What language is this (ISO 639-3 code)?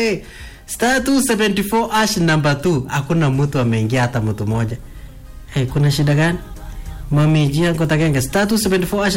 swa